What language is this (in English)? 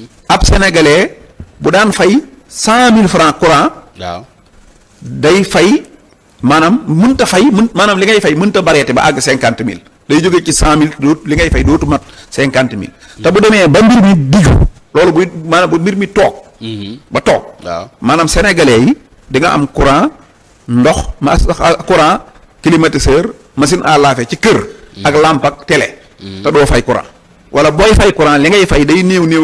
Wolof